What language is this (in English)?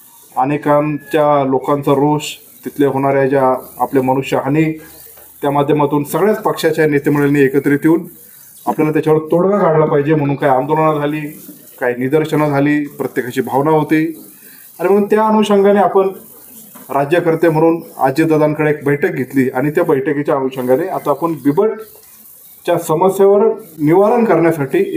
Marathi